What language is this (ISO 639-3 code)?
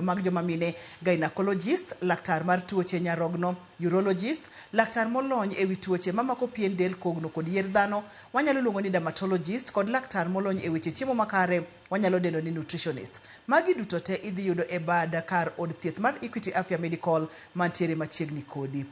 luo